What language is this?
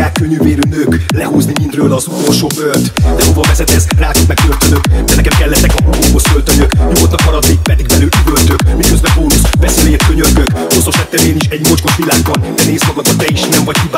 Hungarian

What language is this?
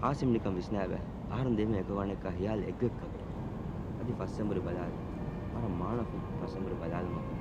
Divehi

